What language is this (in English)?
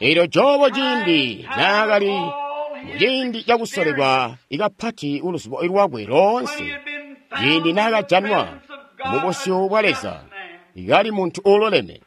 Tonga (Zambia)